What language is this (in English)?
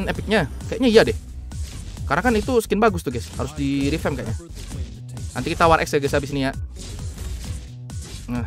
Indonesian